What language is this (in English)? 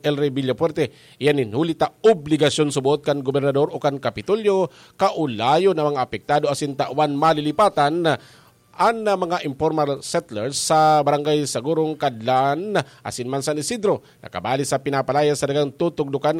Bikol